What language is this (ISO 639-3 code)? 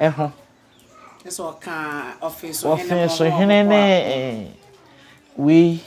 aka